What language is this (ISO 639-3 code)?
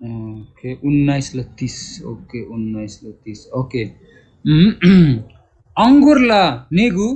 taj